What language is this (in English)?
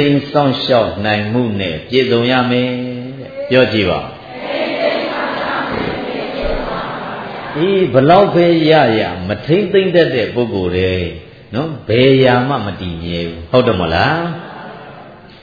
Burmese